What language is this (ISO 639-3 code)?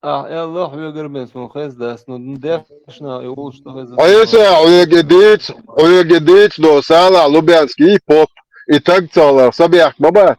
che